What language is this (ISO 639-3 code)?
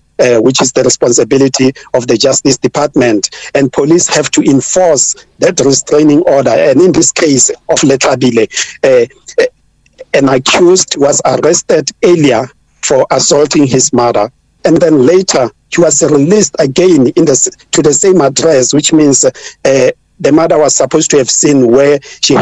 eng